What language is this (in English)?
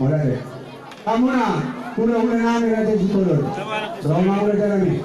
Batak Toba